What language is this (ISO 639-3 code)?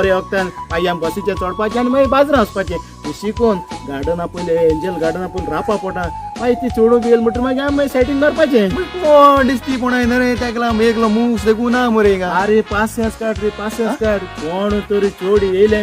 kok